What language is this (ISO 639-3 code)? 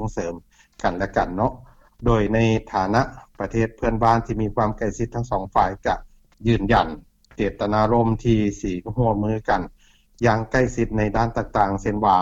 lao